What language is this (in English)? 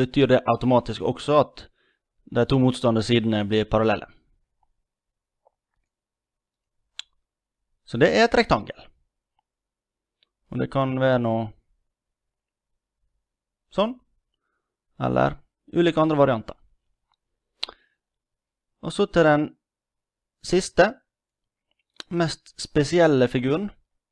Norwegian